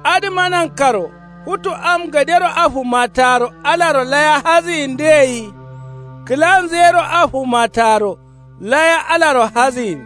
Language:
Kanuri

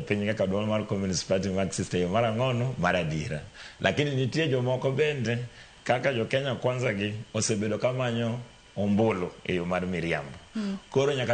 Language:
Luo (Kenya and Tanzania)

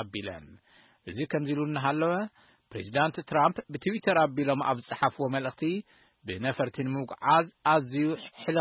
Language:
Tigrinya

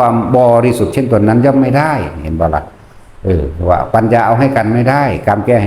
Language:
Northeastern Thai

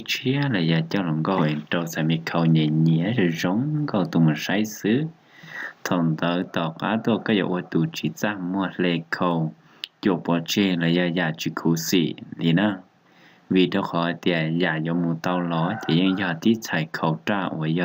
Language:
Hmong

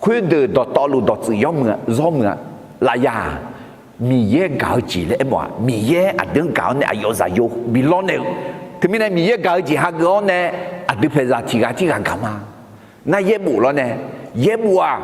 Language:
Akha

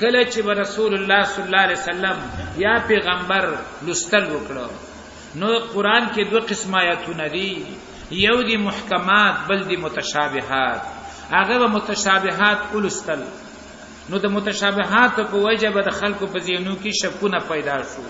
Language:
Pashto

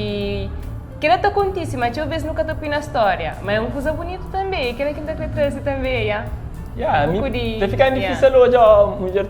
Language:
Kabuverdianu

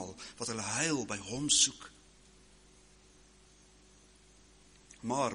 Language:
Afrikaans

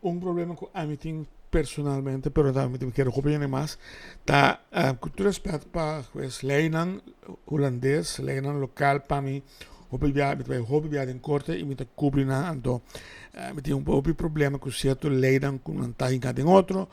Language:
Papiamento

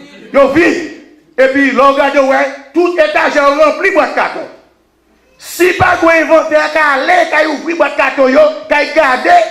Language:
Haitian Creole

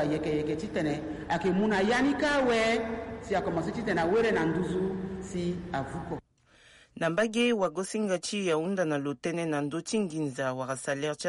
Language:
Sango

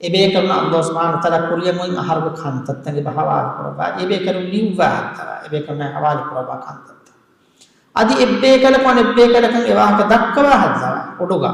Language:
Divehi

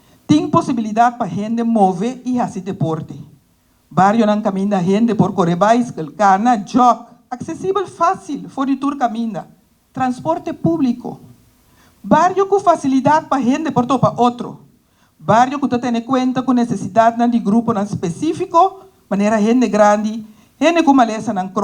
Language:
Papiamento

